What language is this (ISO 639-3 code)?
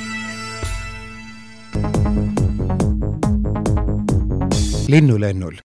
est